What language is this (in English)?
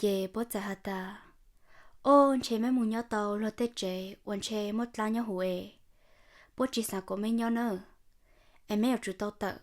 Hmong